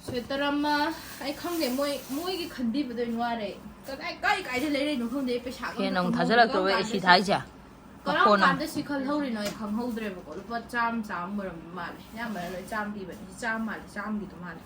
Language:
Manipuri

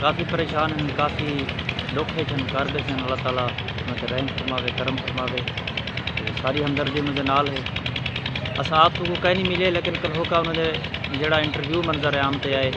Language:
Saraiki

